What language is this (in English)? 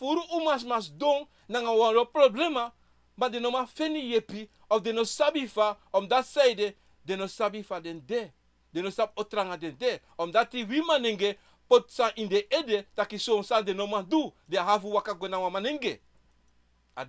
Sranan Tongo